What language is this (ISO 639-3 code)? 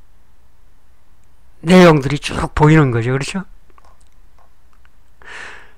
kor